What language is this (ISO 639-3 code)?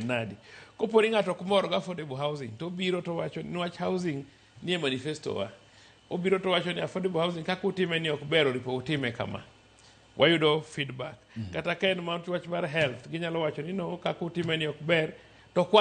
luo